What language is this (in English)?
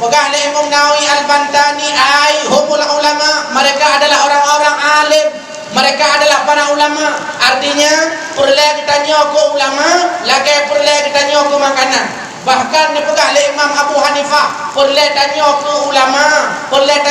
Achinese